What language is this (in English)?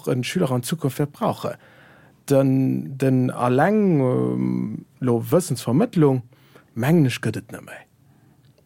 Luxembourgish